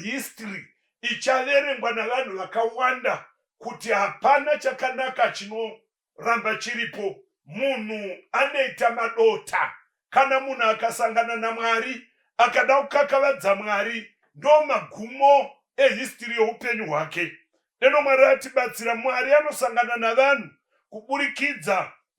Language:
Shona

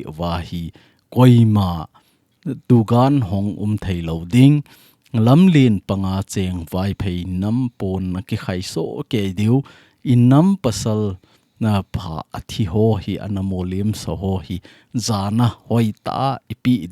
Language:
Thado Chin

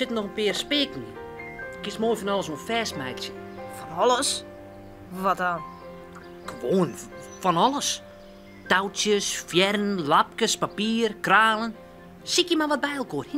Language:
Western Frisian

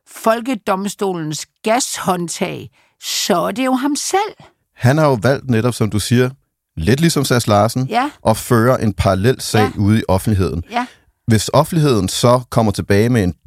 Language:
Danish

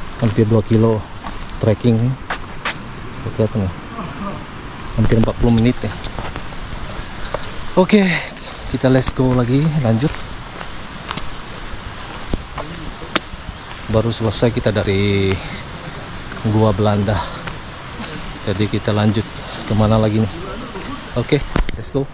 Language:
Indonesian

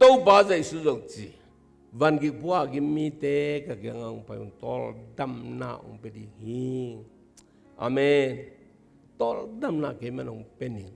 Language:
Tedim Chin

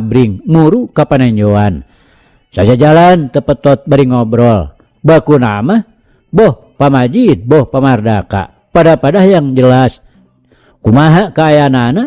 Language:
Sundanese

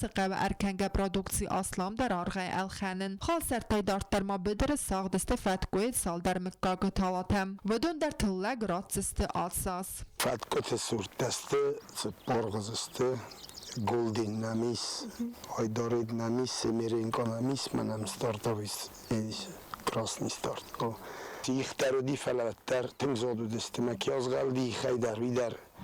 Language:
Ossetic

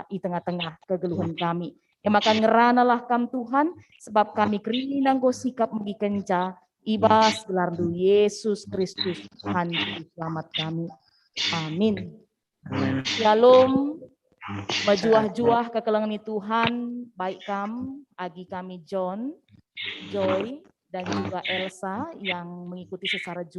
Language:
Batak Karo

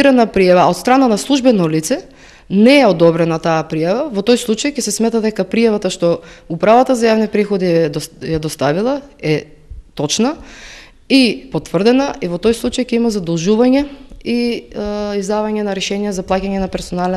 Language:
Macedonian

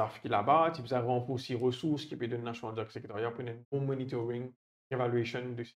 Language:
Morisyen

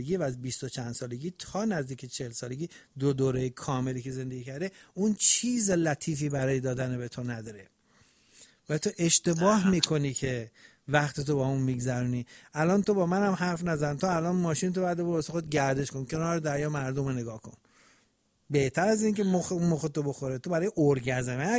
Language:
Persian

